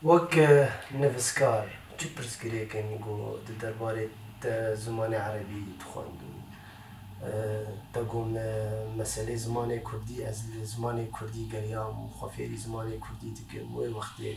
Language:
Kurdish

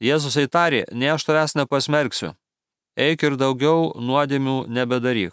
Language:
Lithuanian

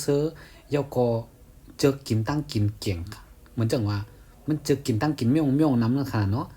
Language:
Shan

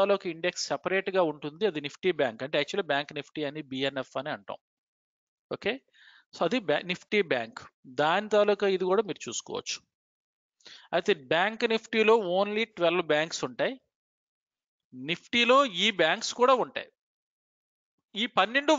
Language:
Telugu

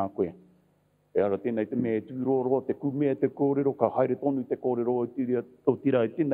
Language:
Māori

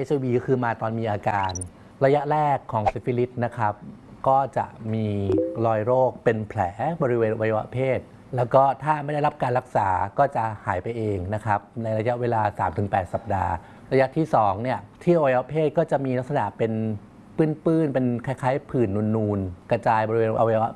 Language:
Thai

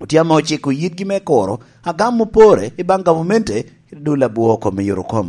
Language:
Lango (Uganda)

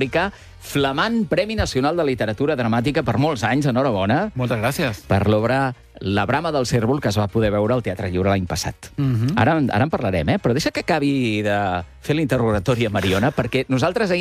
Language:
Catalan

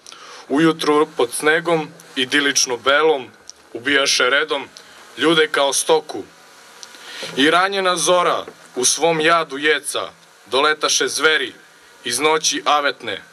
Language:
Serbian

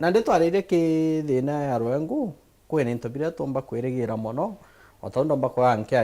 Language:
Meru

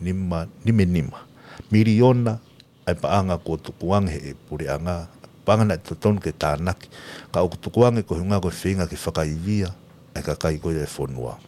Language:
Tongan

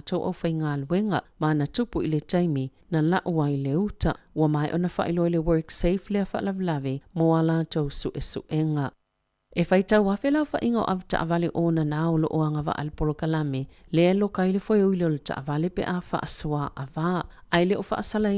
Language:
Samoan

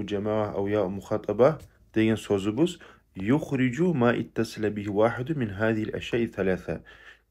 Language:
Kumyk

